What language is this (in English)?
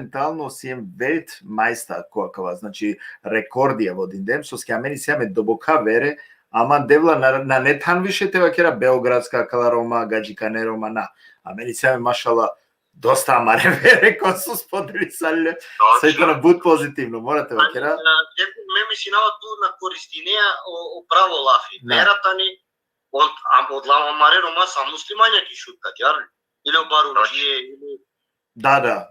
Balkan Romani